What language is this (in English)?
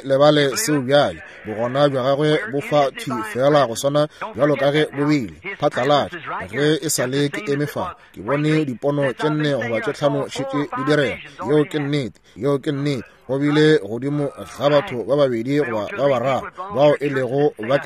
Northern Sotho